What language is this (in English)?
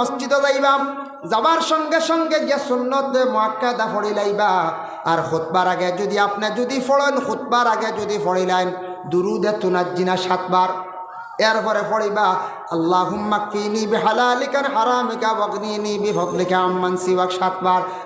Sylheti